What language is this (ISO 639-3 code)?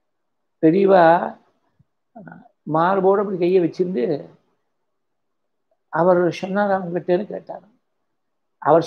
tam